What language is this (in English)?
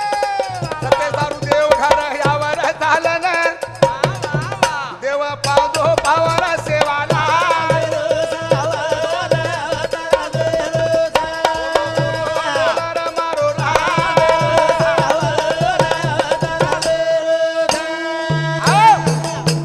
Lambadi